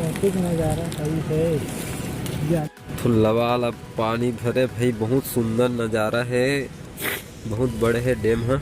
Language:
Chhattisgarhi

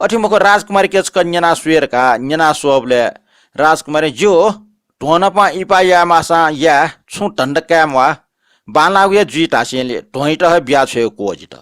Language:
Newari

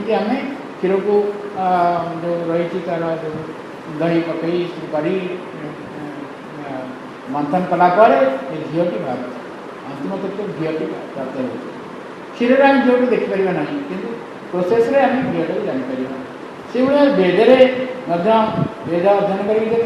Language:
Odia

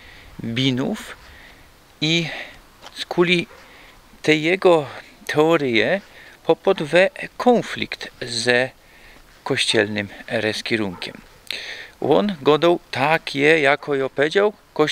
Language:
Silesian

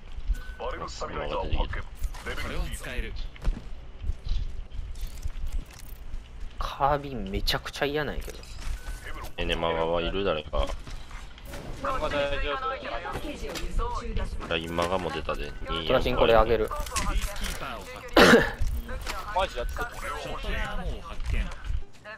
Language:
Japanese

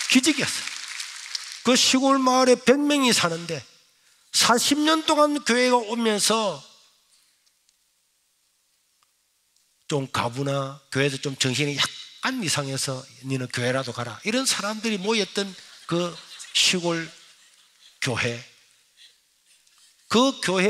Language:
Korean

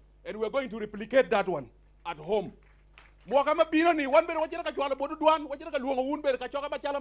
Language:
Acoli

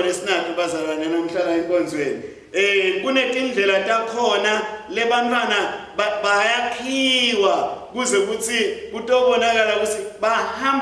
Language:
Swati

